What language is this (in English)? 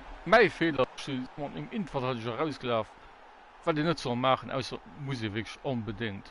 Luxembourgish